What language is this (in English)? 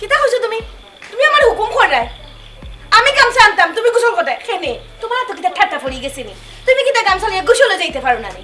Sylheti